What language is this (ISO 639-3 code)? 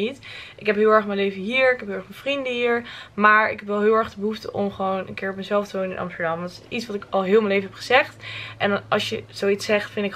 nld